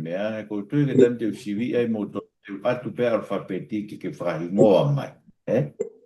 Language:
Tongan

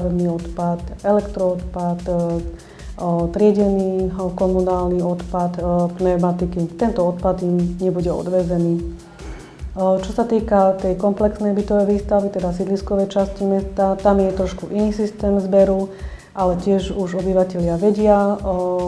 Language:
Slovak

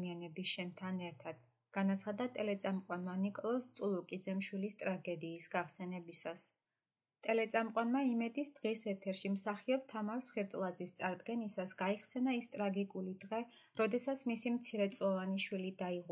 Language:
Georgian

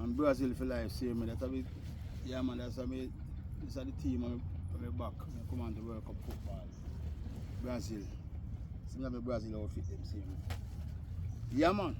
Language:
Jamaican Creole English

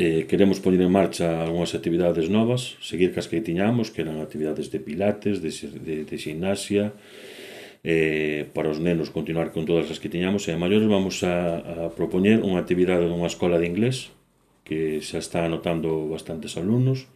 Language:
Galician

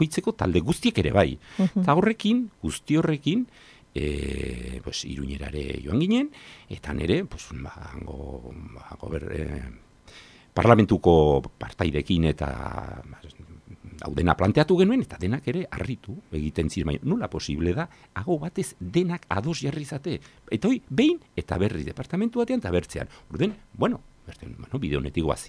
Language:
Basque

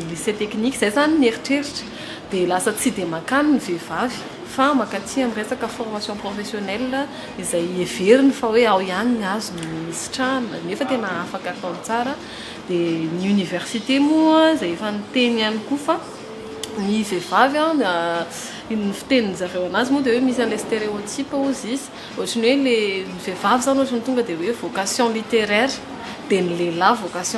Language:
Malagasy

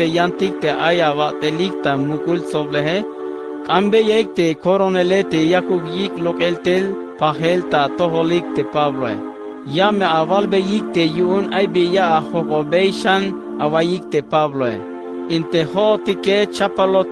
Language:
Tzeltal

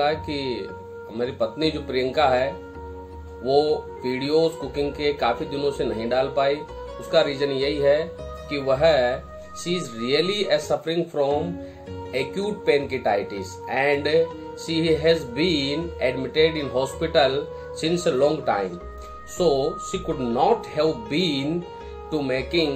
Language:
Hindi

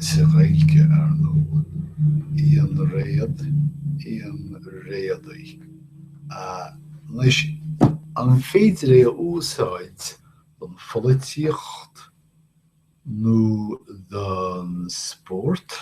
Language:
Irish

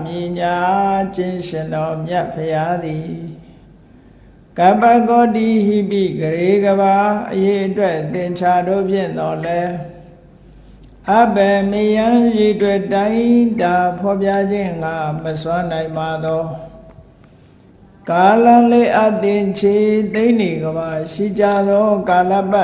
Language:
Burmese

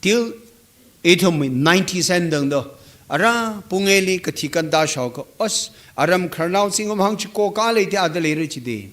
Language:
Tangkhul Naga (India)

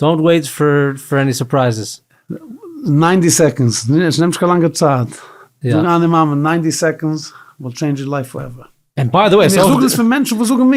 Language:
Yiddish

